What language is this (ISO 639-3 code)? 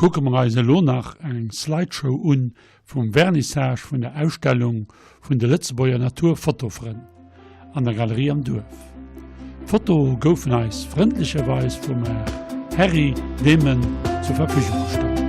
ltz